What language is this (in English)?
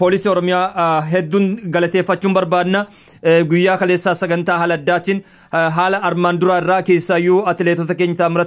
Oromo